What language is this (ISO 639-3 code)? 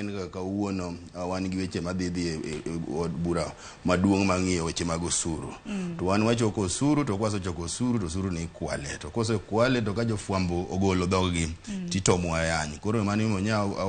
luo